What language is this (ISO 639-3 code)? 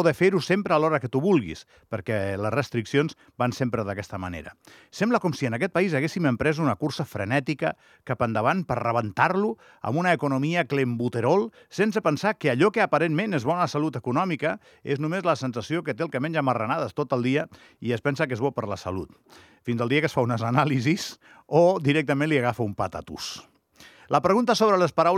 cat